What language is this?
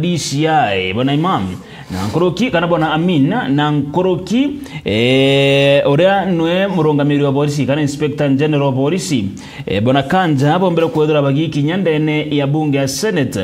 Meru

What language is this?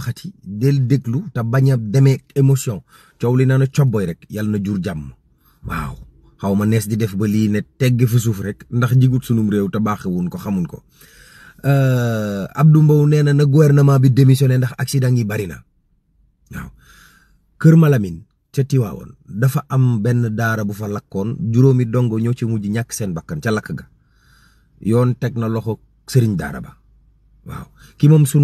Wolof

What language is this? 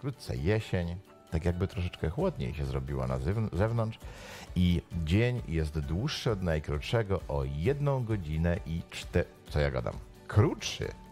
Polish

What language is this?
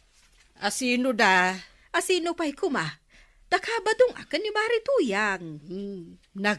Iloko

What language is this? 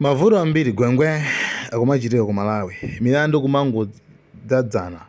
Nyanja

